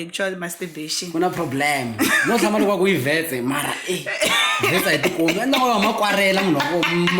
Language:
Tsonga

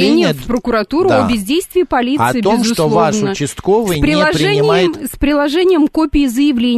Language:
Russian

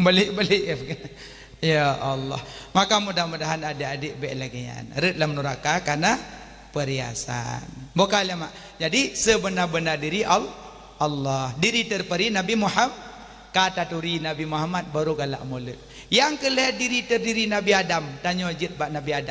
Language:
Achinese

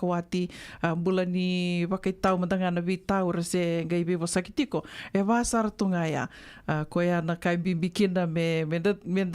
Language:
Fijian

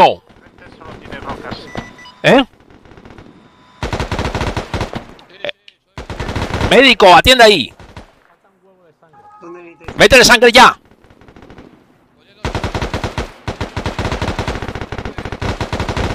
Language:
Spanish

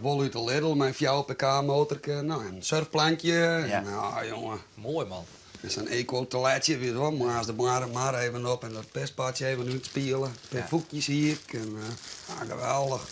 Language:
Western Frisian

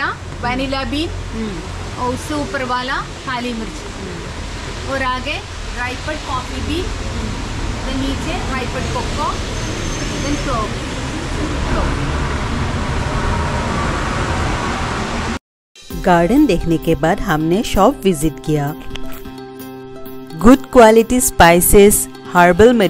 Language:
Hindi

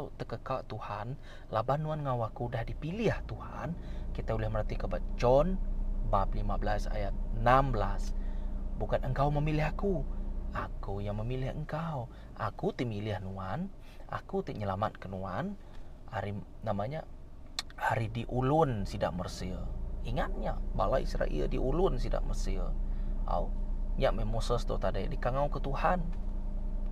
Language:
Iban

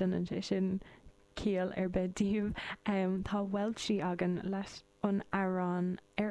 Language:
Irish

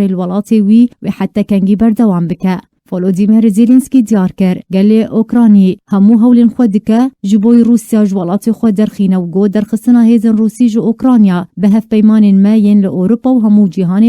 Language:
Kurdish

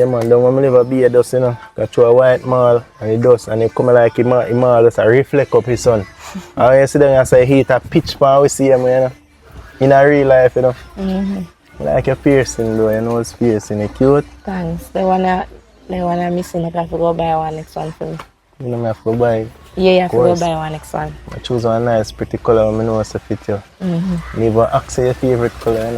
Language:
Jamaican Creole English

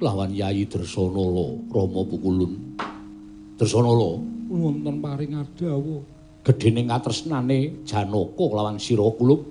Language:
Javanese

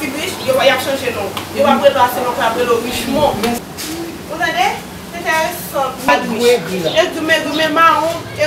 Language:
Haitian Creole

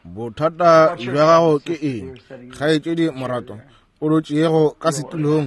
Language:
Northern Sotho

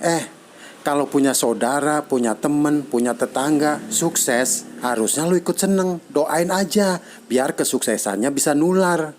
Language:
Betawi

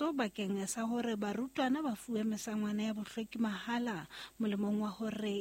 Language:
Southern Sotho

